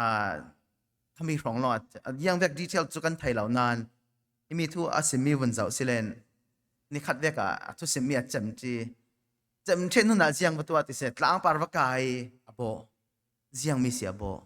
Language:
Falam Chin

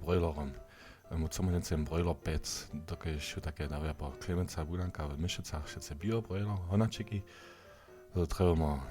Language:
Upper Sorbian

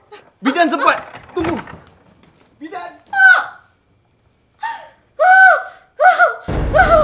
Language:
Malay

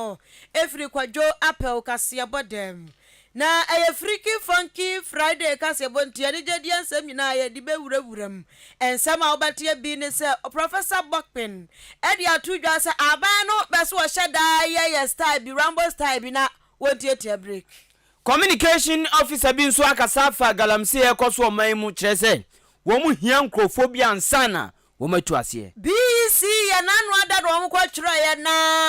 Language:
Akan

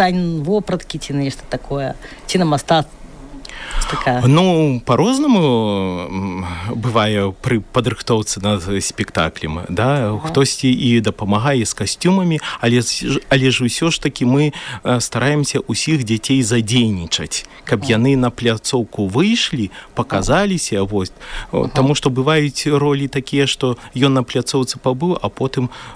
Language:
Belarusian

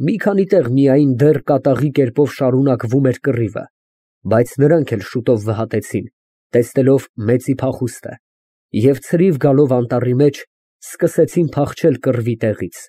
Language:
Armenian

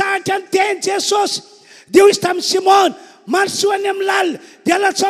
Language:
Malagasy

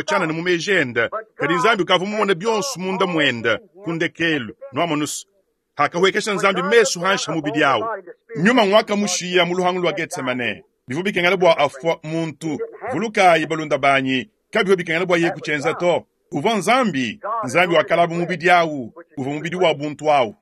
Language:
Luba-Lulua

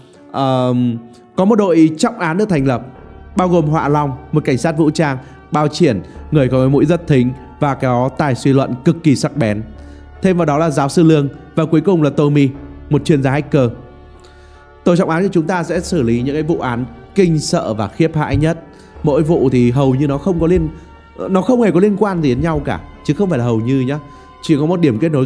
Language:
Vietnamese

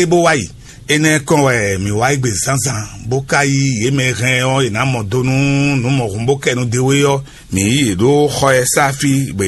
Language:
Fon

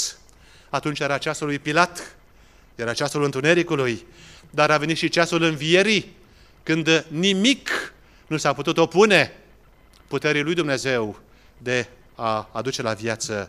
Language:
Romanian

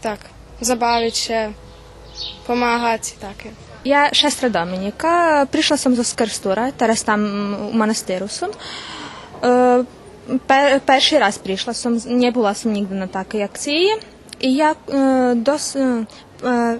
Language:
Rusyn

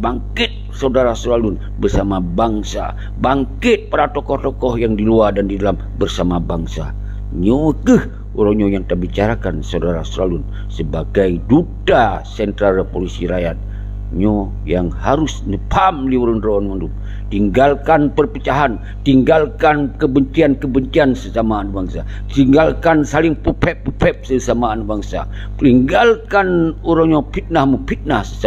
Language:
Achinese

